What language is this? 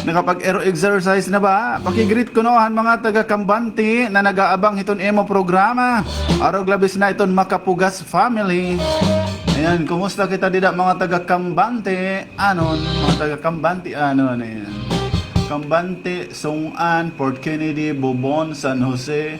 Waray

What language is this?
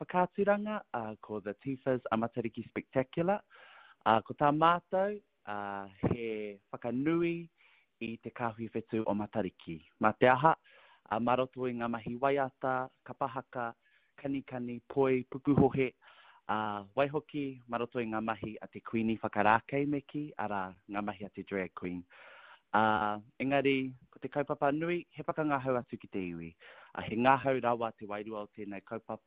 Māori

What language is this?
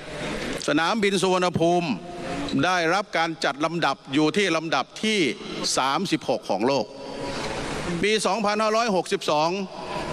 Thai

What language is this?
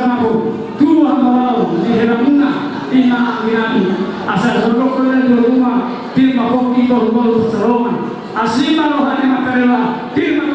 Batak Toba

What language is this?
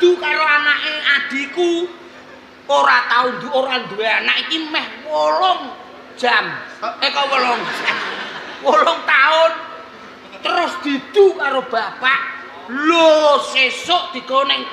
Javanese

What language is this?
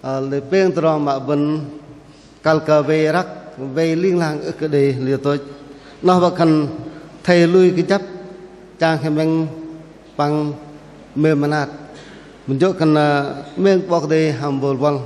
Bahnar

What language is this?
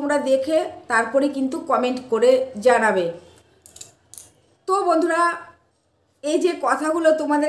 Bangla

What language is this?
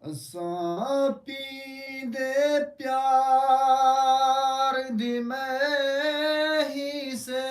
Saraiki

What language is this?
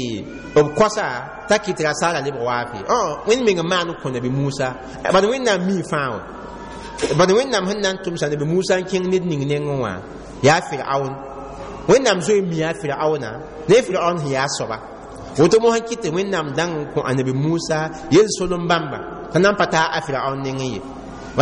Mossi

